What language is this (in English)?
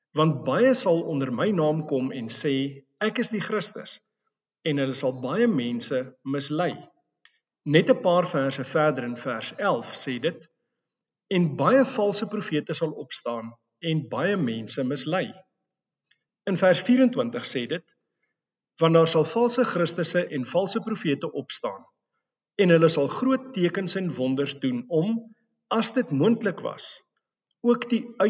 Afrikaans